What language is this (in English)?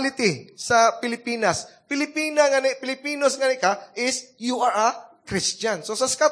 Cebuano